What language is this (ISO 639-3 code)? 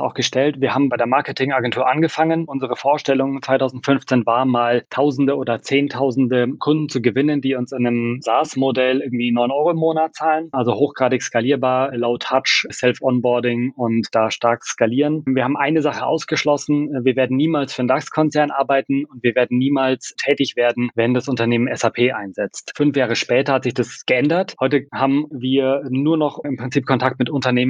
deu